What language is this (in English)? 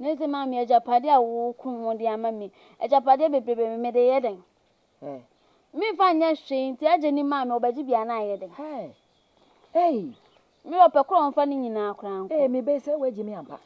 Akan